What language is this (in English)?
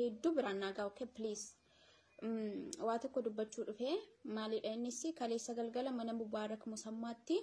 Oromo